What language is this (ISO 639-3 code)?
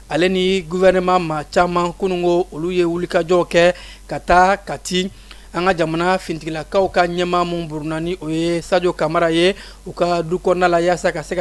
bam